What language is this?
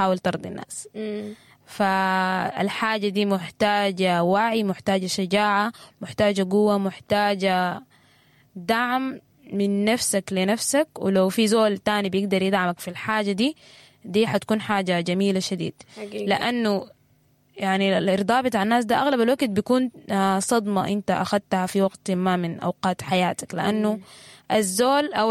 Sudanese Arabic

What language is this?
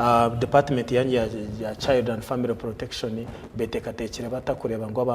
Nyankole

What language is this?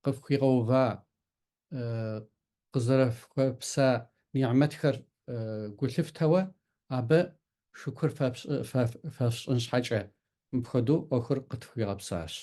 Kabardian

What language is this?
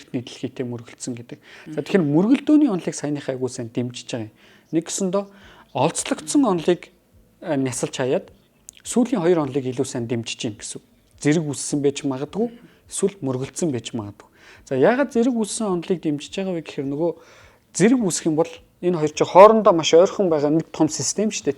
Mongolian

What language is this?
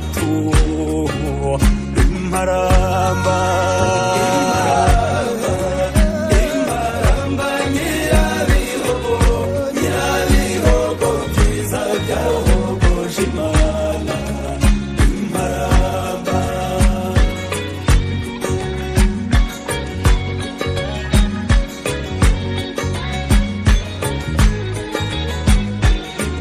Kinyarwanda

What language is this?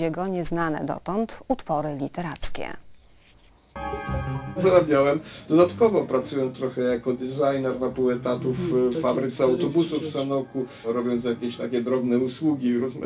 Polish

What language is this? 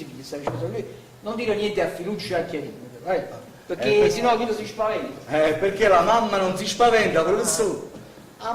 Neapolitan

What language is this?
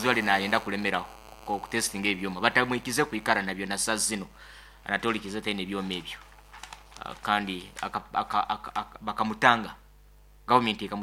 Nyoro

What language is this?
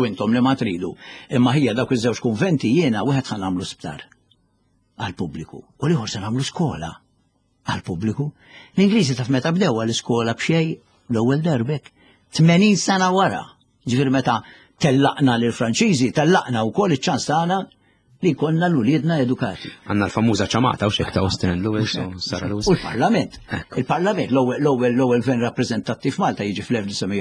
Maltese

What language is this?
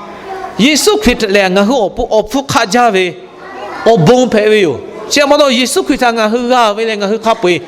Lahu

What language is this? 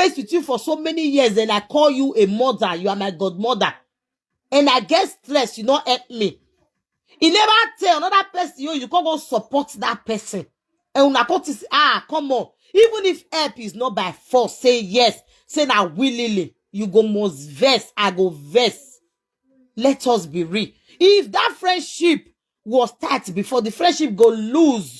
Nigerian Pidgin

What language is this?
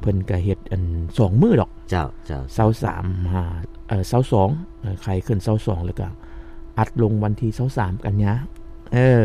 Lao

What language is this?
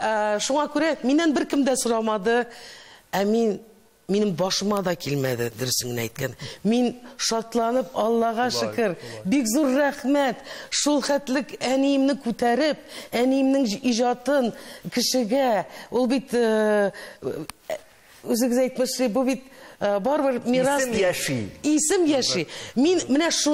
Tatar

